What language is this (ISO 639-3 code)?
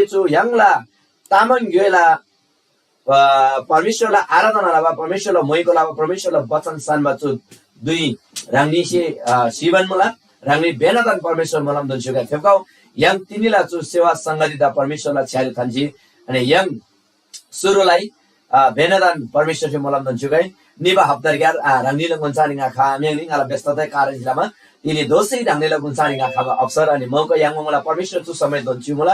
taj